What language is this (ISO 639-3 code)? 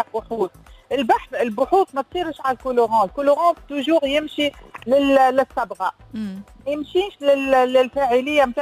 aeb